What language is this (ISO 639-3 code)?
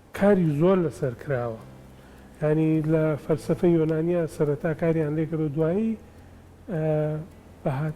ckb